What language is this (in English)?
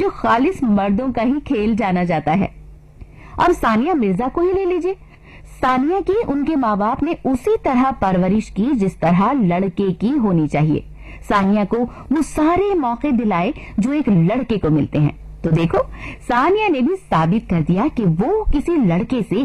Urdu